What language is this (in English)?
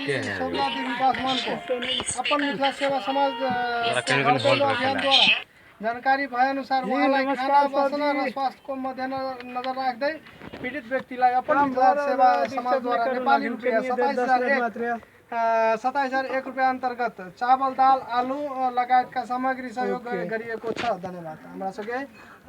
Maithili